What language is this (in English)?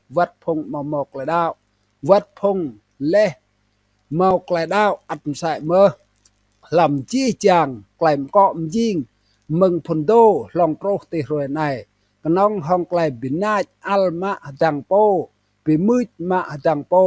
Rade